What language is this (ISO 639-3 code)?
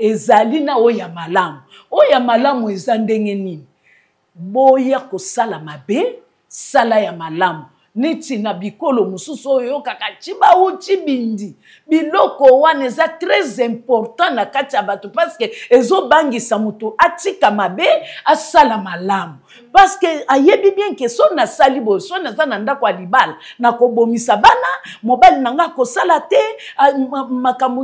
lin